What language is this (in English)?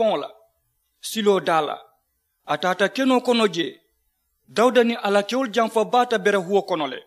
Mandingo